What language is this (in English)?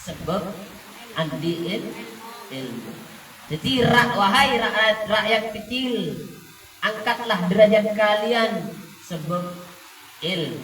Madurese